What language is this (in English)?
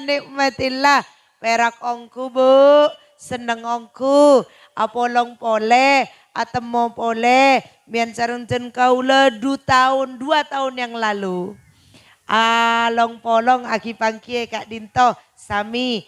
Madurese